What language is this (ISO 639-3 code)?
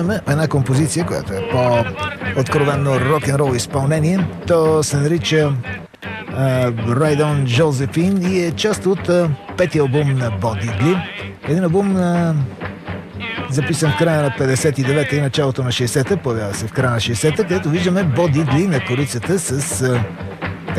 bul